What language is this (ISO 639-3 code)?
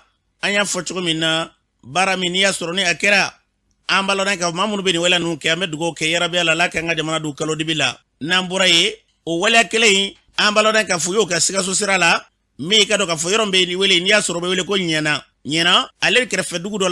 bam